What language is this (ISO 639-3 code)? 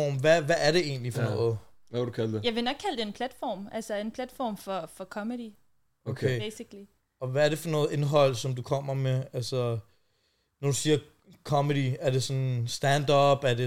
dan